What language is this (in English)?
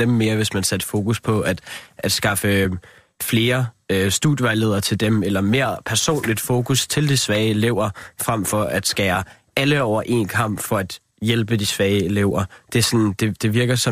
Danish